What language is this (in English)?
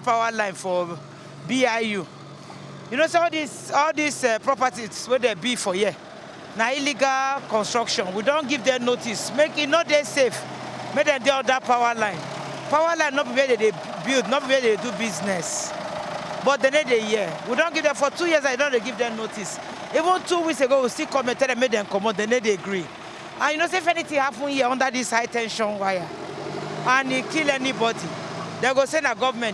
Nigerian Pidgin